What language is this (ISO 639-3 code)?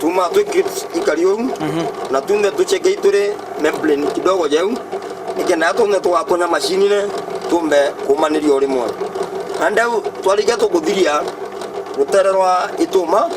mer